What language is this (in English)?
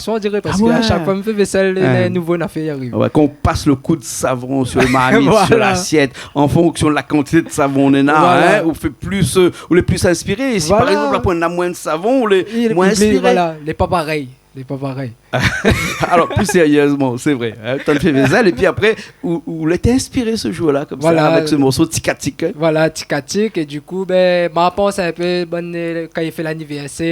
Réunion Creole French